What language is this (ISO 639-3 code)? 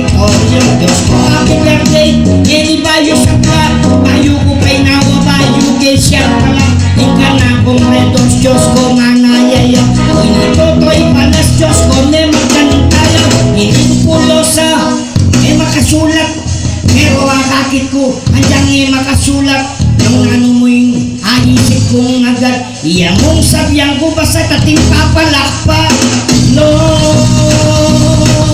pam